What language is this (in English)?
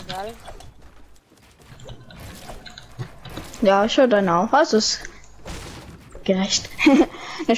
German